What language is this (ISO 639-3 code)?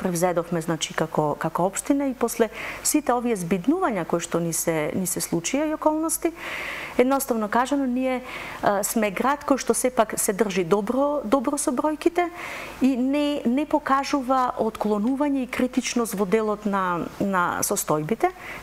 mkd